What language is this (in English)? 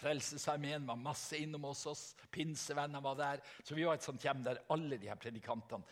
Norwegian